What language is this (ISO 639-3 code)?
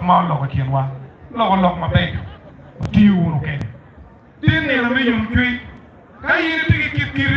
ach